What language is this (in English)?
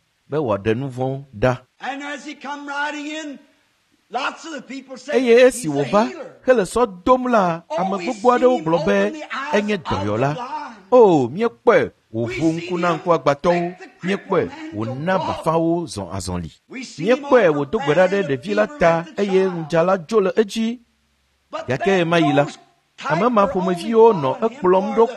Ewe